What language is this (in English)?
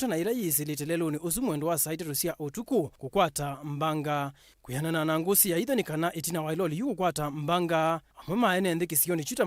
Kamba